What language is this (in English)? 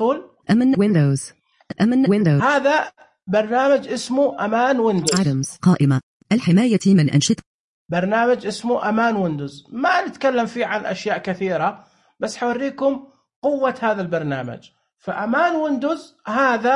Najdi Arabic